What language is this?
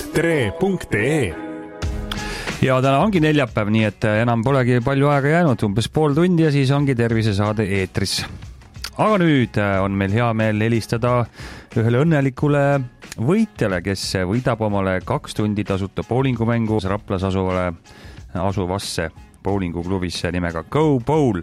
Estonian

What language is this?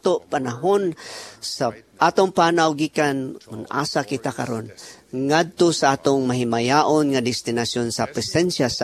Cebuano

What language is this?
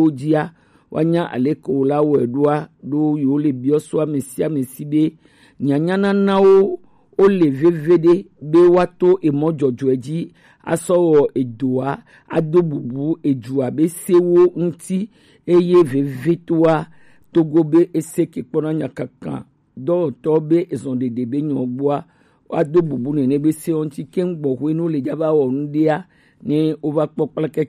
Gen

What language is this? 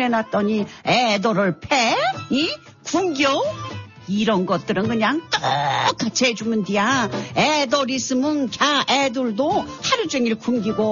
Korean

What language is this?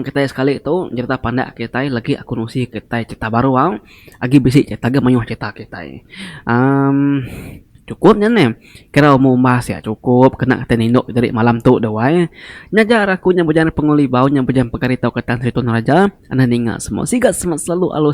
Iban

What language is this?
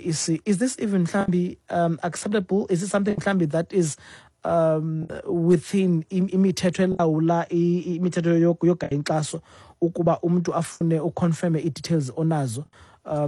Xhosa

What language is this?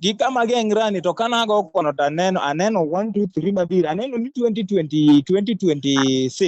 Luo (Kenya and Tanzania)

